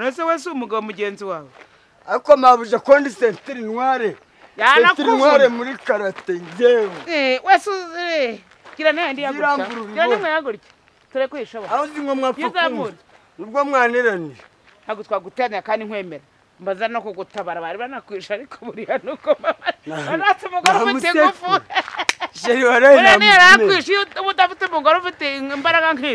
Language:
Kinyarwanda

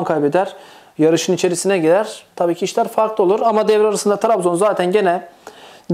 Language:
Turkish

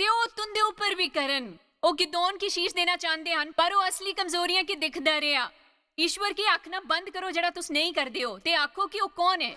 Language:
Dogri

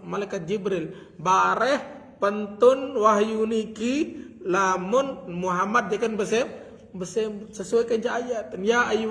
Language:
Sasak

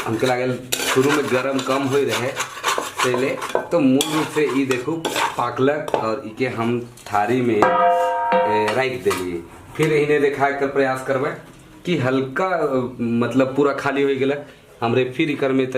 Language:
Sadri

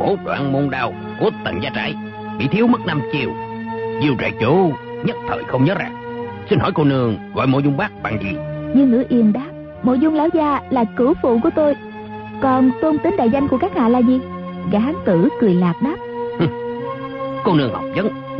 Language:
Vietnamese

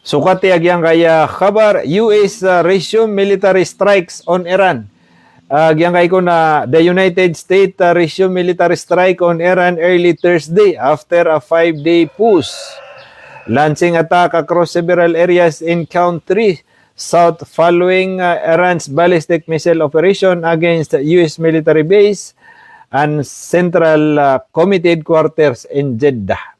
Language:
Maranao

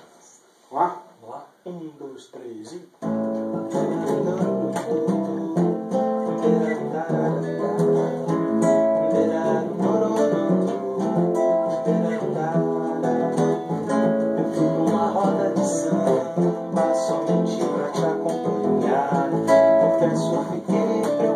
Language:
Portuguese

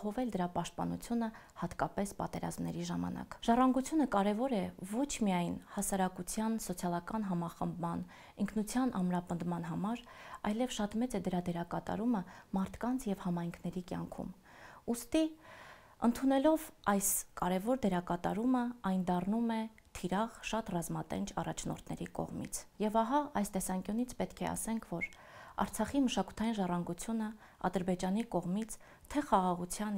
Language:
Armenian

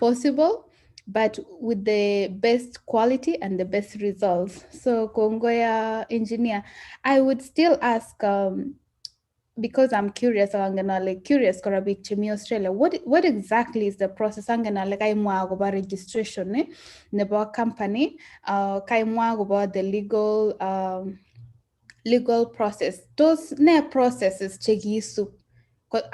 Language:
Kalenjin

